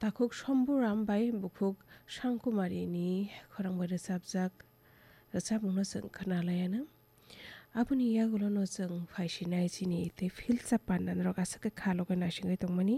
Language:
Kok Borok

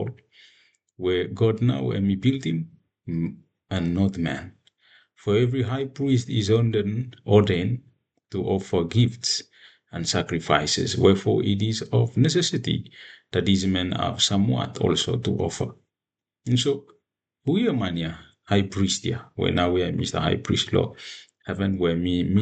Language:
Bislama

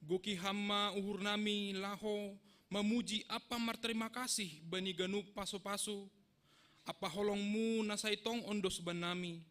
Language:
Batak Simalungun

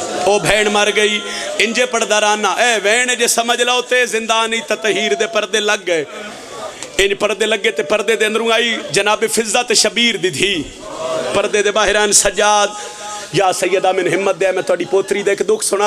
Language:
Pahari-Potwari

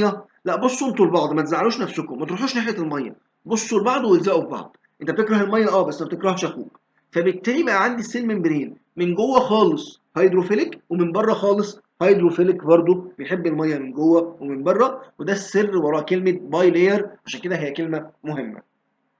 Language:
Egyptian Arabic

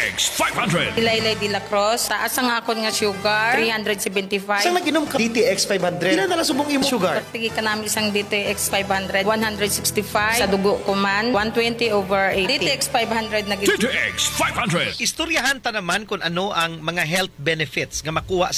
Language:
Hiligaynon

